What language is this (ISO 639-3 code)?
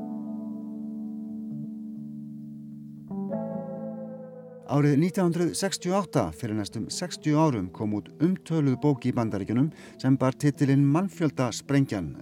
isl